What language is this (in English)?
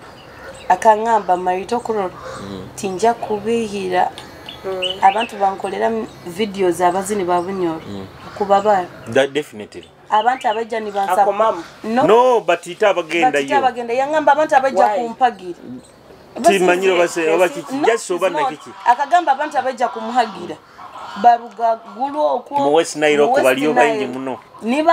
Nyoro